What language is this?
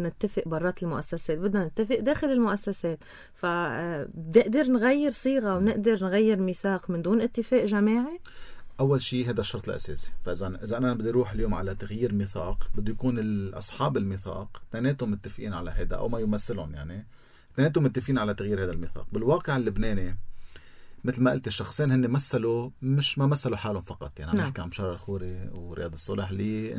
North Levantine Arabic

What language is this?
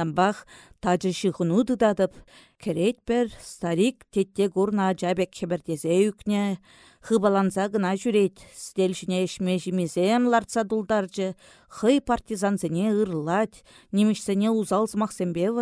Chuvash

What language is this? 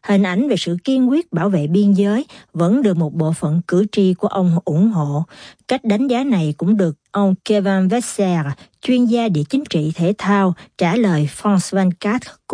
Vietnamese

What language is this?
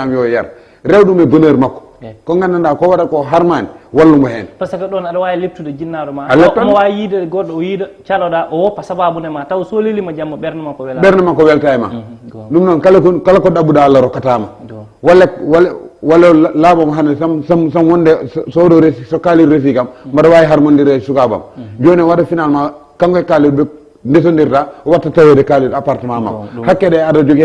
Fula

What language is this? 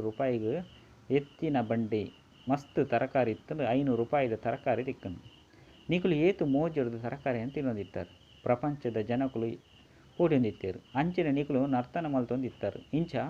Tulu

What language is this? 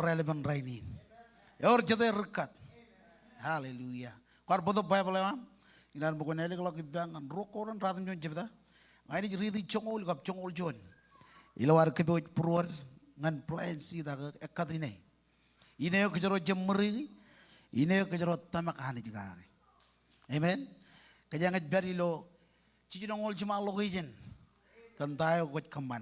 Marshallese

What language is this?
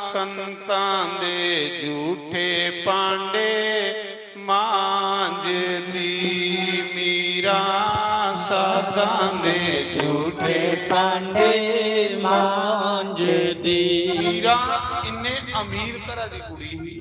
Dogri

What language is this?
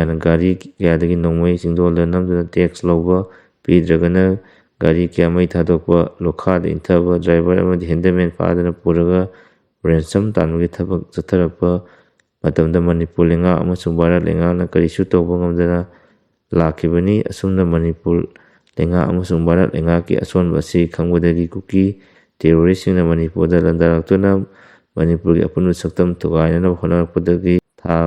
Manipuri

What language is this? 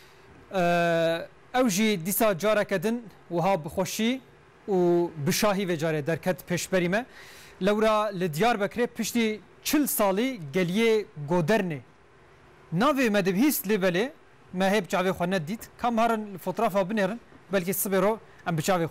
Kurdish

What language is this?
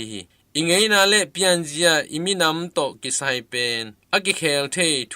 Tedim Chin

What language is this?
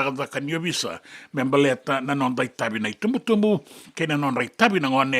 Fijian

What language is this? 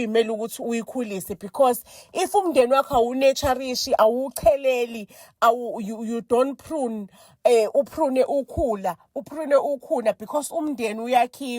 Zulu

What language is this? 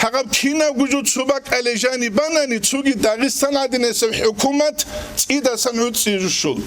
Avaric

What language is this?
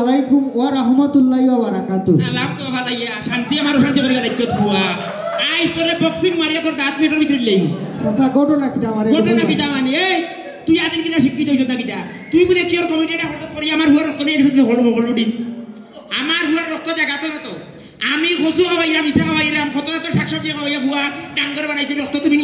Sylheti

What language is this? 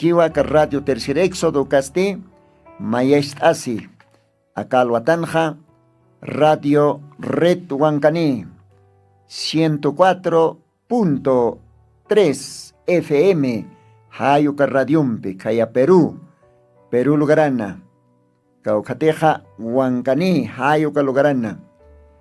Aymara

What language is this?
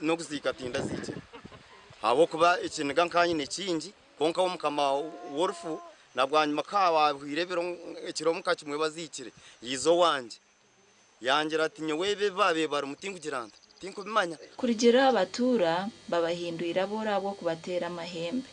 Nyankole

